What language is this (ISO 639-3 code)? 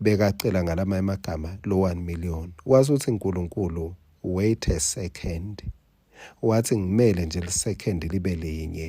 ssw